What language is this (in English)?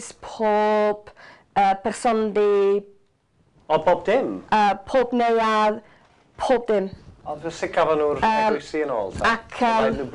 Welsh